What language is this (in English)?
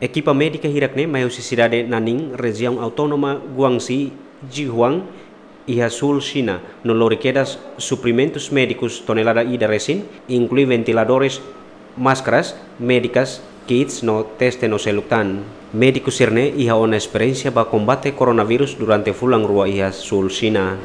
Tetum